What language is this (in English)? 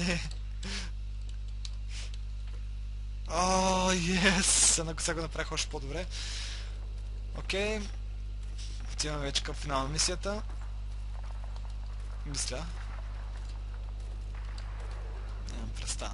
Bulgarian